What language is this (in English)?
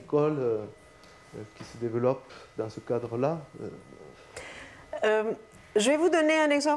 French